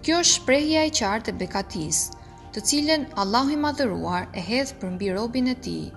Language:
Albanian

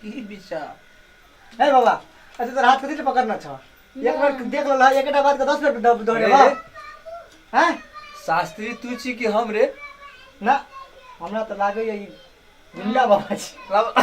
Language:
Maithili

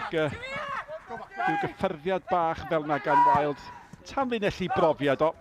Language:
Welsh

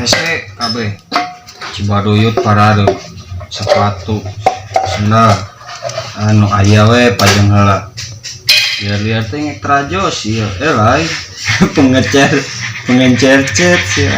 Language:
Sundanese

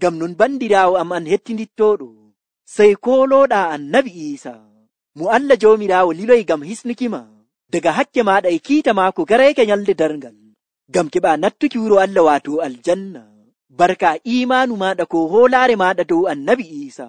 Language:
Nigerian Fulfulde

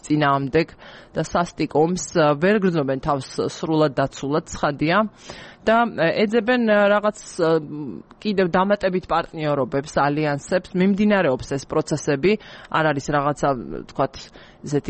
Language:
Georgian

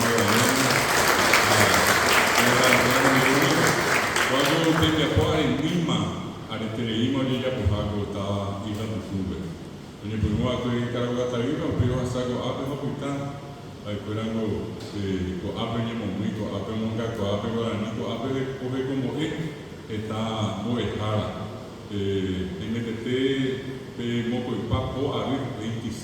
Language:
Guarani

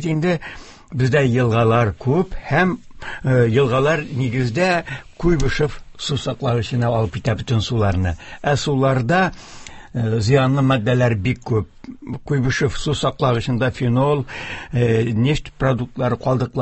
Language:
Tatar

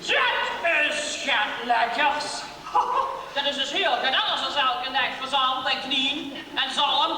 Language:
Limburgish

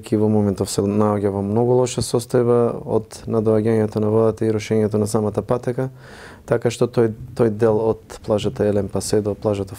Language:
Macedonian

